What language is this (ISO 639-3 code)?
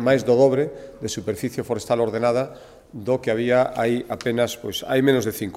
glg